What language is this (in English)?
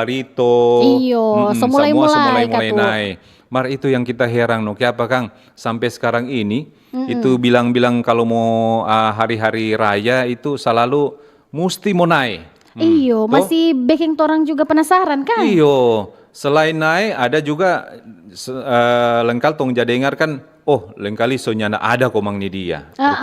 Manado Malay